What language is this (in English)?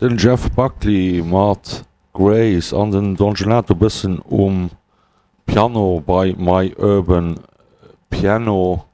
Luxembourgish